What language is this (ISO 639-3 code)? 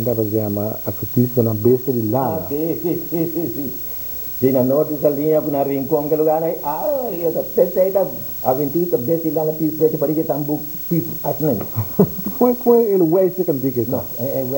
pap